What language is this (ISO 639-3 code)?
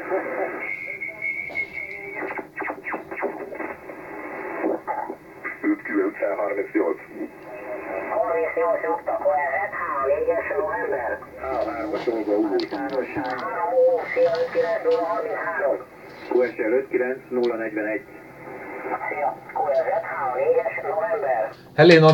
hun